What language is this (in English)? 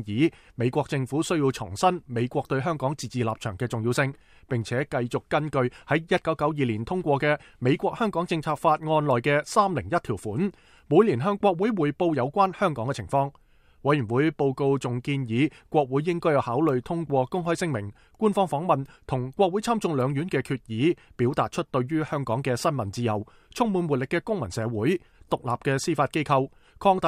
Cantonese